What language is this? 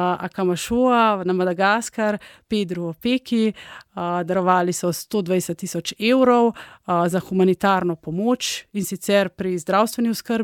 Slovenian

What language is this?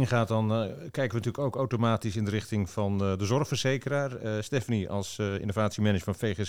Dutch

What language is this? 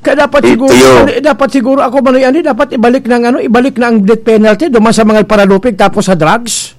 Bikol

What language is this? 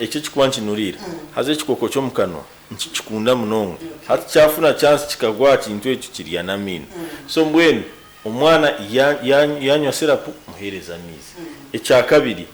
Nyankole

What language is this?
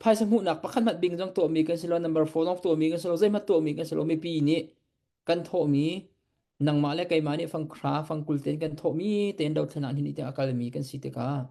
Hakha Chin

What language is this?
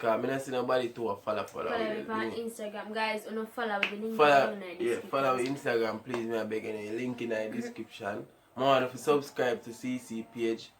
Jamaican Creole English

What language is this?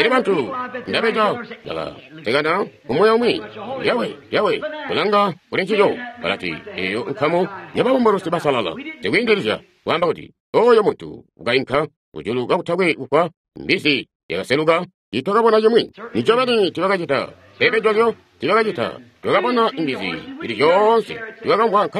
Tonga (Zambia)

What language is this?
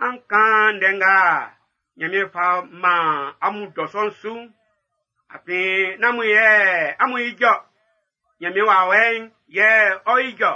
Baoulé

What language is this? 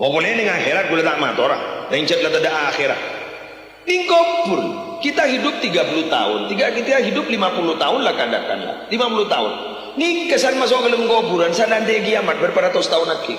Madurese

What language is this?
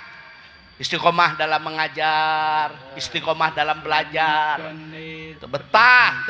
Sundanese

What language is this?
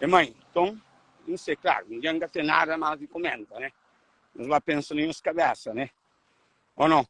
Kabuverdianu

